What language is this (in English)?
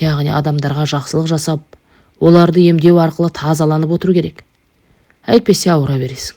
Kazakh